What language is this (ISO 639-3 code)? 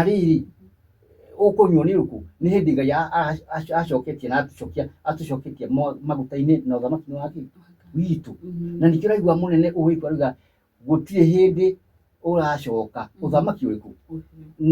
kik